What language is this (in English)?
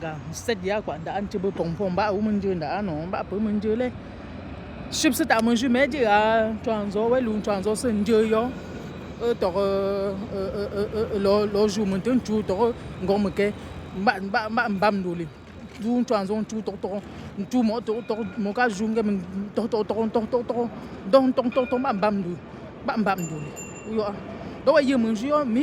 Yemba